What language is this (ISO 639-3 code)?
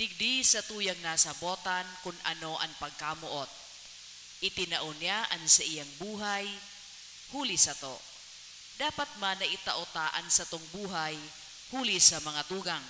bik